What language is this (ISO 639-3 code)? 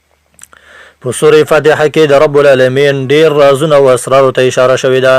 pus